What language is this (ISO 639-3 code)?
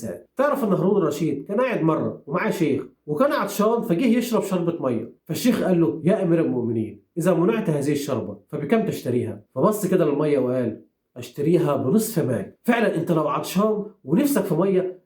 arz